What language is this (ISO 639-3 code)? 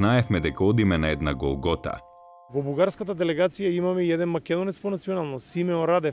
mkd